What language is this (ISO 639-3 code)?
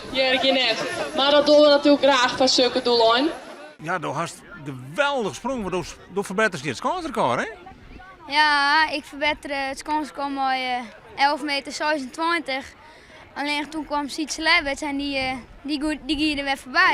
fry